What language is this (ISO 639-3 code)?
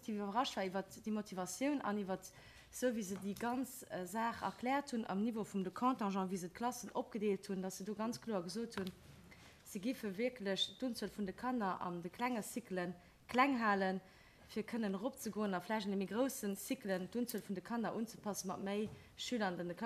ltz